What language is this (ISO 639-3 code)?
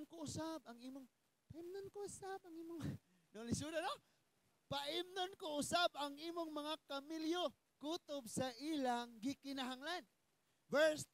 ceb